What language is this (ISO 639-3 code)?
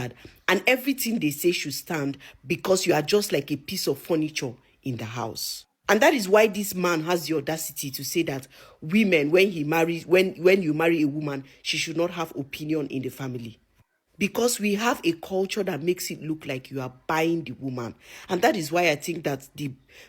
ibo